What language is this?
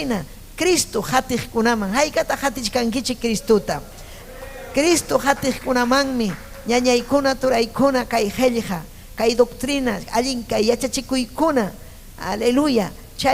Ayacucho Quechua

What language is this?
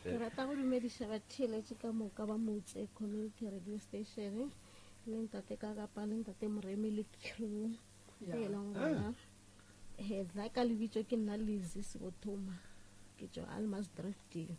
Northern Sotho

